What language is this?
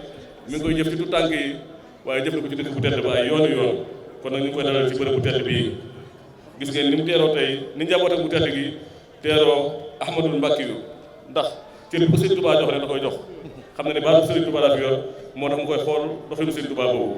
Wolof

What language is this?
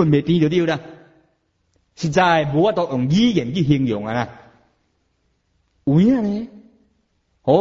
Min Nan Chinese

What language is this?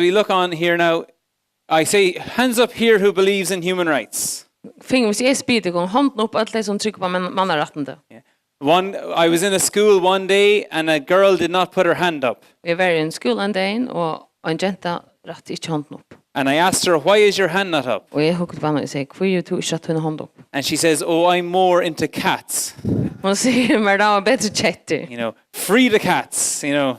Faroese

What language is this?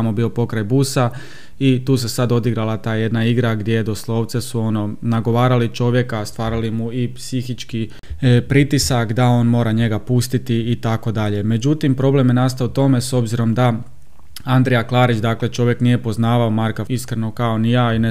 Croatian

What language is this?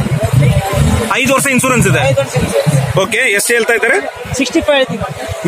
Kannada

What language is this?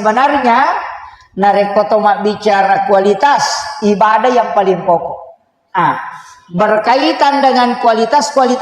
Buginese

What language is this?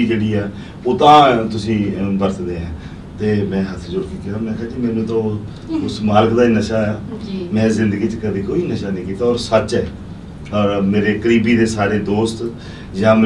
Punjabi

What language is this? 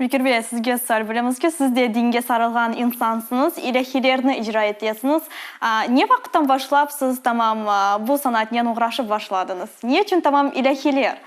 Crimean Tatar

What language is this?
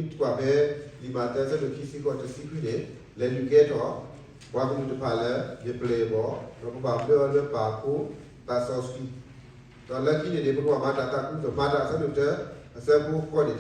S'gaw Karen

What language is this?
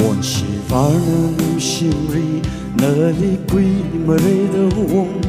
Tangkhul Naga (India)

